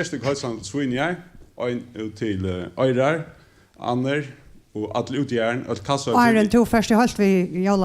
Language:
Faroese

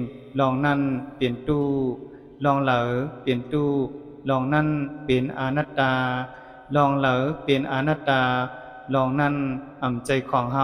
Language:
Shan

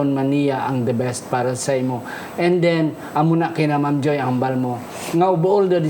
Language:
Hiligaynon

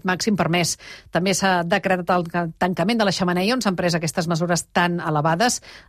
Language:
Catalan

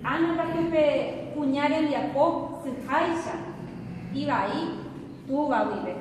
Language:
Guarani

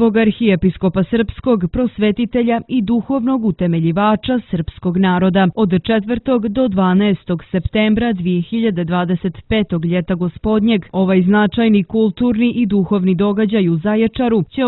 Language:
Serbian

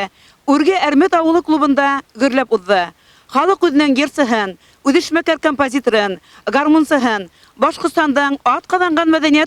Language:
Bashkir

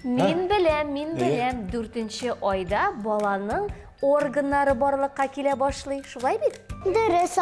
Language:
Tatar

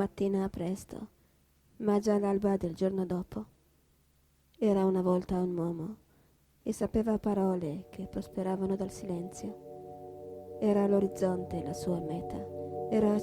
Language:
Italian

